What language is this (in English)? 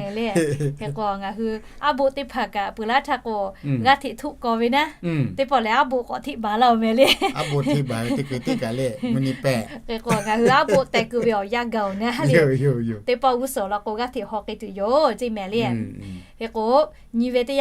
Lahu